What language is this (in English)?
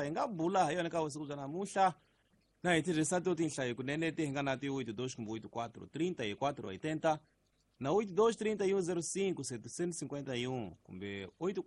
Tsonga